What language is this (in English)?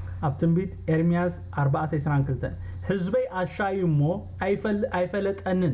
Tigrinya